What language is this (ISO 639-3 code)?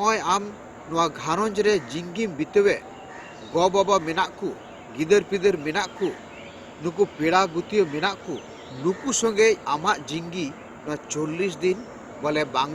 sat